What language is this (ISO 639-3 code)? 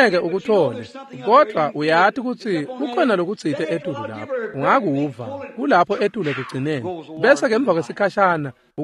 ssw